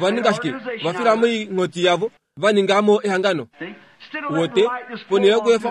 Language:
Kuanyama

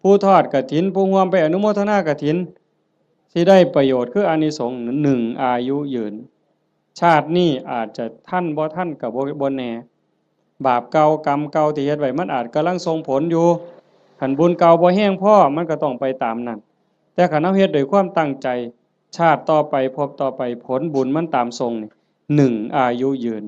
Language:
Lao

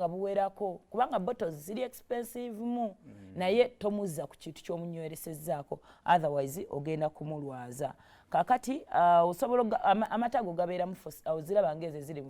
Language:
Ganda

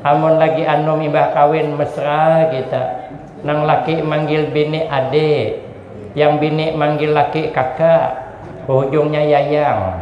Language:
Banjar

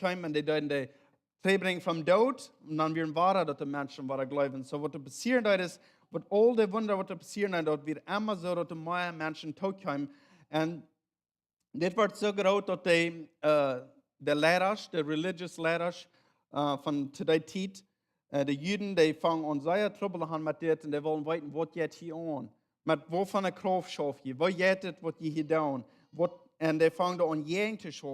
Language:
Plautdietsch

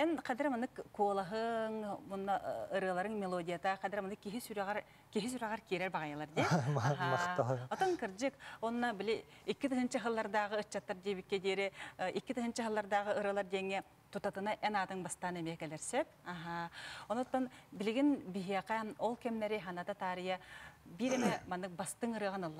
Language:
Yakut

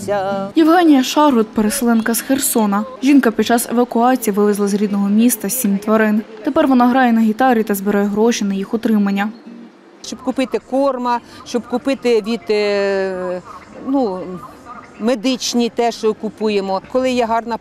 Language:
Ukrainian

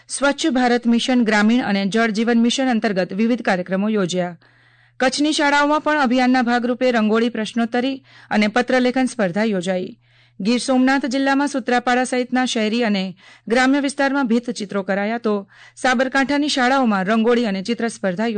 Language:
Gujarati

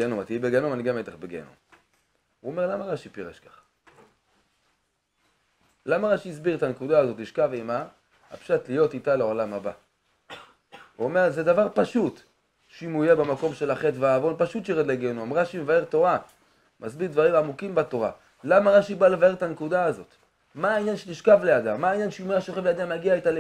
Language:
Hebrew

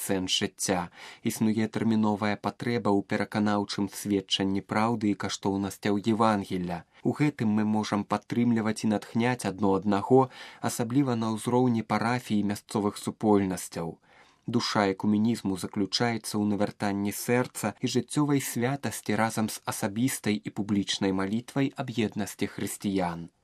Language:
Belarusian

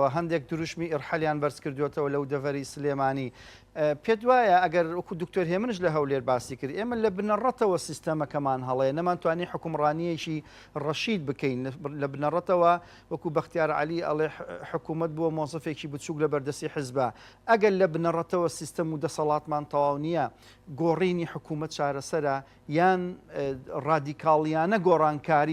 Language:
Central Kurdish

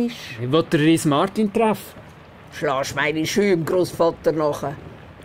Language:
Swiss German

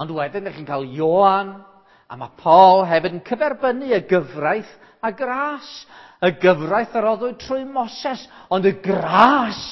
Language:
Welsh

